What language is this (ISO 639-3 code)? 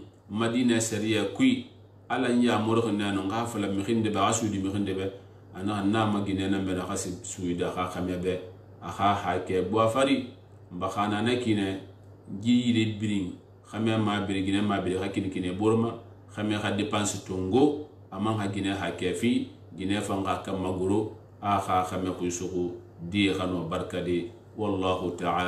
sus